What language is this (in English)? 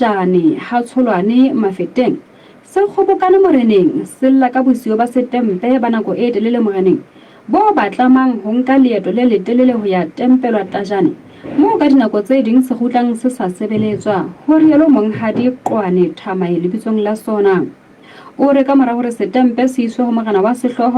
Southern Sotho